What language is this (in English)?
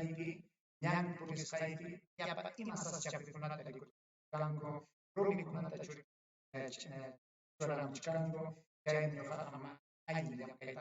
Ayacucho Quechua